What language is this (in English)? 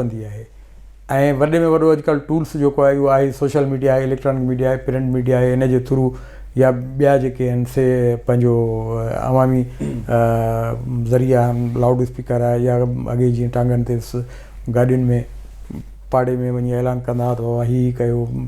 Sindhi